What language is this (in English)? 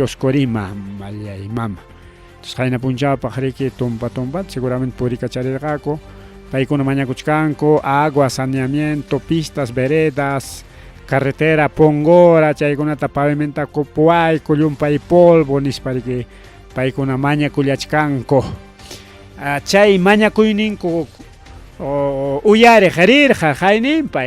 Ayacucho Quechua